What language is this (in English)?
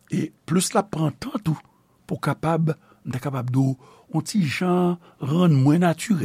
Haitian Creole